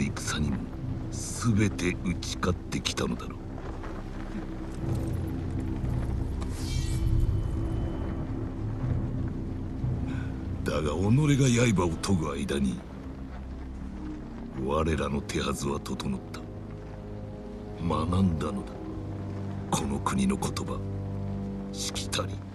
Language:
Japanese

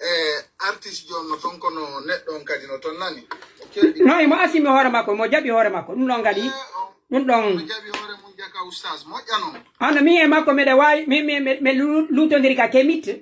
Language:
Pular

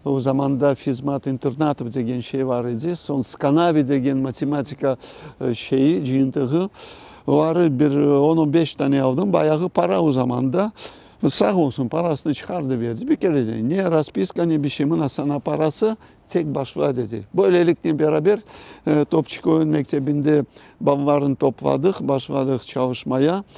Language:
Crimean Tatar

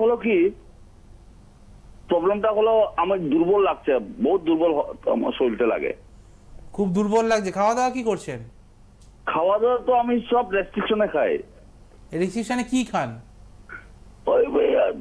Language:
Bangla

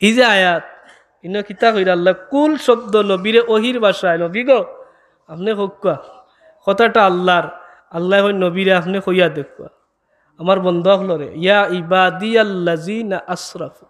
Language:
Sylheti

